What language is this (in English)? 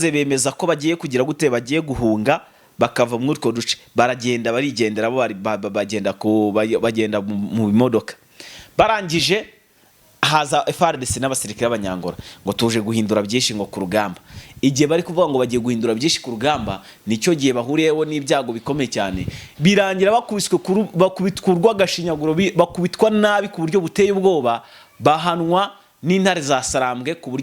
Kinyarwanda